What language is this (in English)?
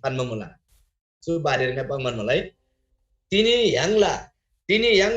Eastern Tamang